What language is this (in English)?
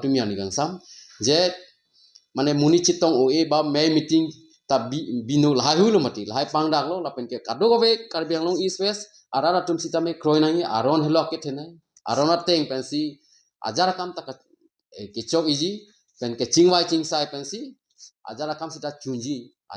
Karbi